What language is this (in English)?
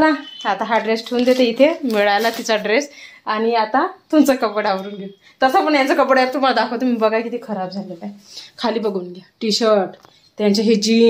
Marathi